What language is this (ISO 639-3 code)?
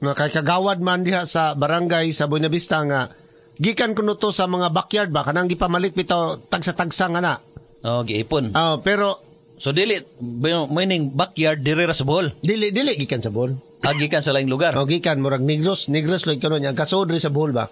ceb